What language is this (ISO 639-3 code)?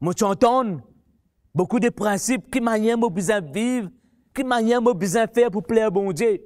mfe